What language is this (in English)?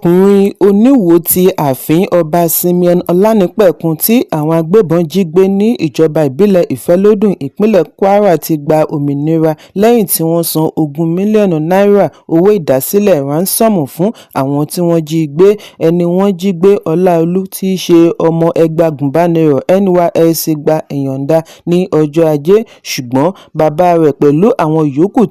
Yoruba